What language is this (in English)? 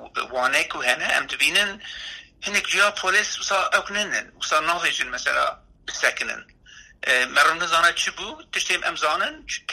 Kurdish